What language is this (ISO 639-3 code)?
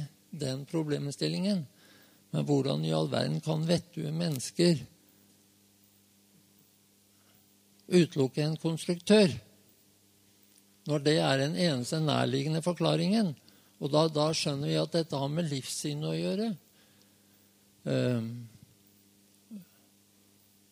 nor